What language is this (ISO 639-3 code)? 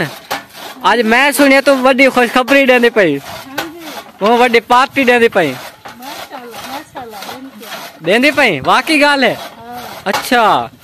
skr